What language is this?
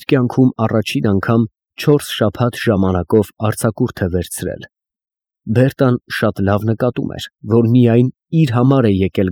Armenian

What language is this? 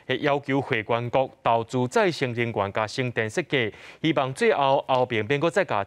Min Nan Chinese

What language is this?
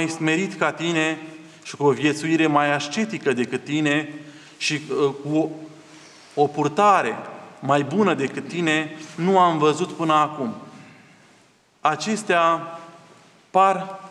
Romanian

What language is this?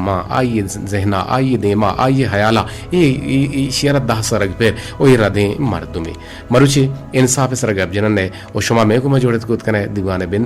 Eastern Balochi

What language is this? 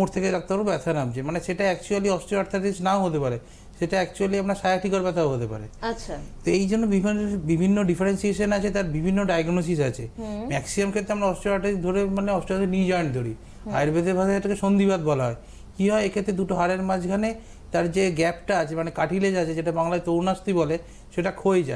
Bangla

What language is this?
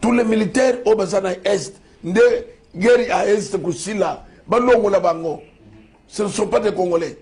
Lingala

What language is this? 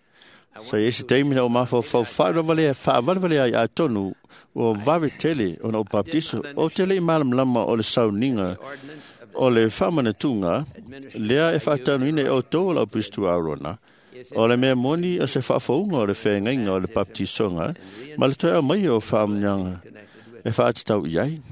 Samoan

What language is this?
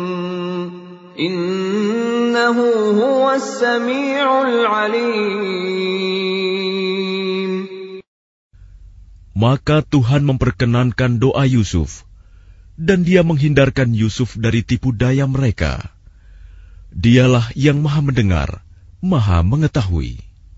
Indonesian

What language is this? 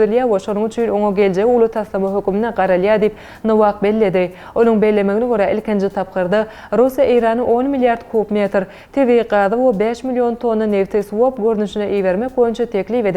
Turkmen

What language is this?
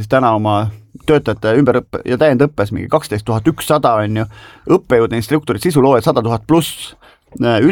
Estonian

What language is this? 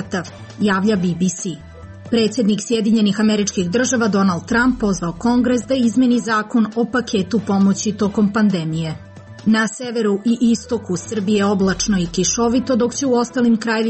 Serbian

